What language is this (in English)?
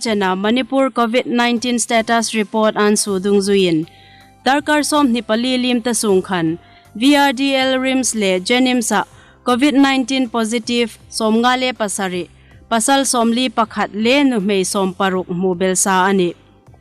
Hmar